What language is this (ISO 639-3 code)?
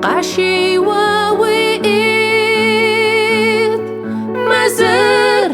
kbd